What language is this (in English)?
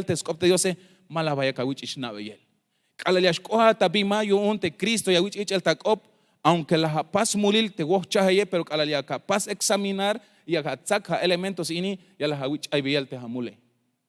Tzeltal